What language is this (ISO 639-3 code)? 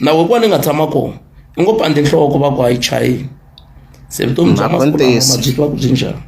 tso